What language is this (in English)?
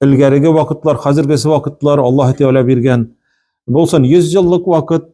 Tatar